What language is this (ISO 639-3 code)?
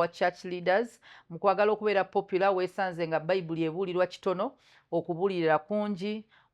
lug